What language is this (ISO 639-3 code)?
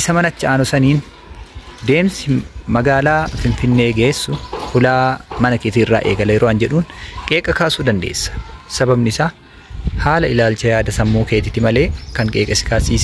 orm